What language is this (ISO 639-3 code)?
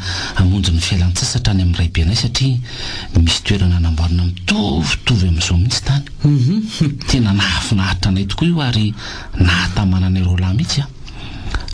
mlg